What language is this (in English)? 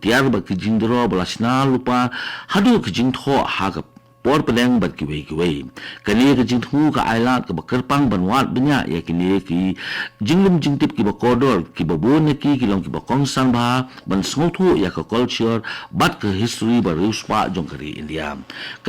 Khasi